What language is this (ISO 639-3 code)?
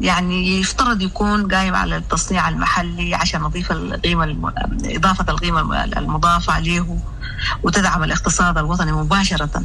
apd